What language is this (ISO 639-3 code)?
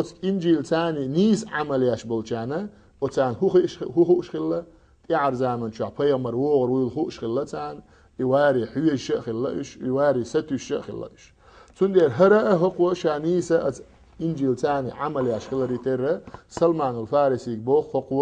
che